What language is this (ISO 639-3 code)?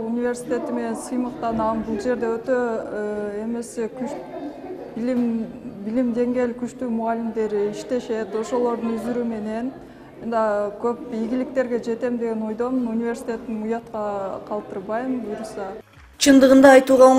kir